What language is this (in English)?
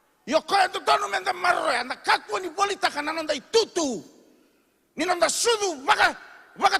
Fijian